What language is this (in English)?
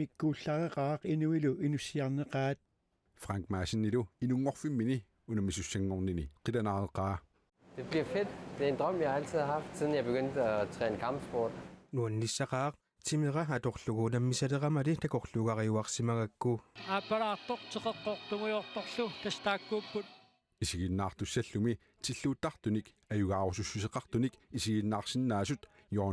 Kalaallisut